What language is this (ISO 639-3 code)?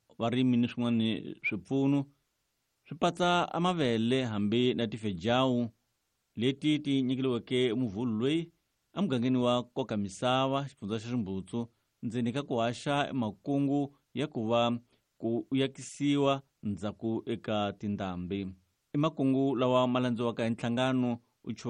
tso